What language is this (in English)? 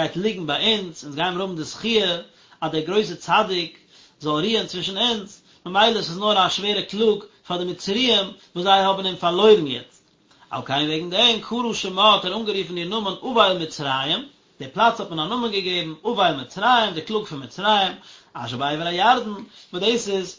Yiddish